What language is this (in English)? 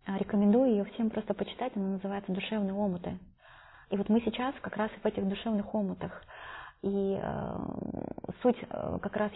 Russian